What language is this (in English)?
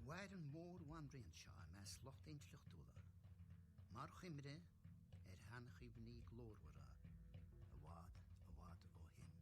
Irish